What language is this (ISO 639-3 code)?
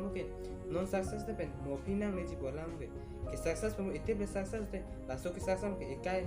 mjw